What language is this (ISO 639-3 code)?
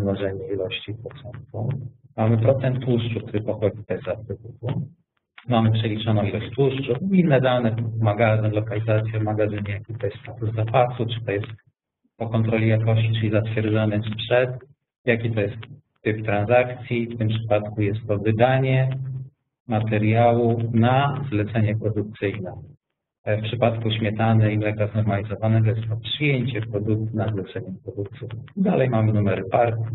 pol